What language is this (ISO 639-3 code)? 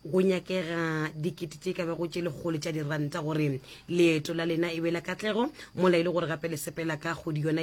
nso